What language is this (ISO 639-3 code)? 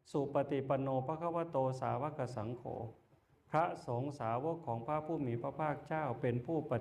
tts